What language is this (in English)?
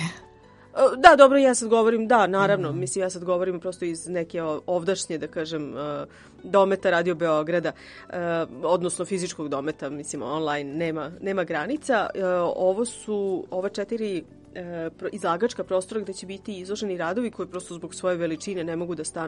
Serbian